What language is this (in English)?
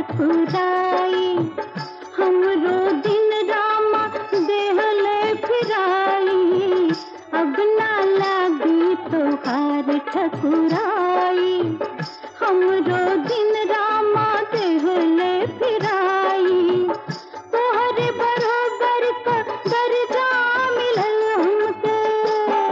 Bhojpuri